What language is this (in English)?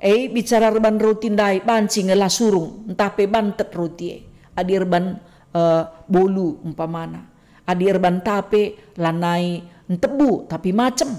Batak Karo